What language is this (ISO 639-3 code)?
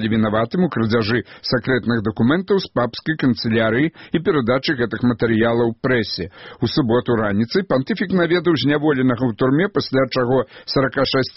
bel